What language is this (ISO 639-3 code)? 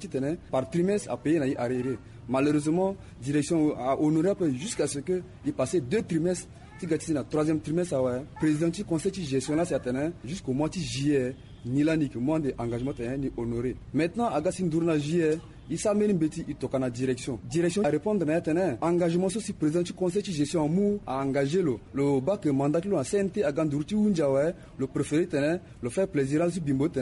sag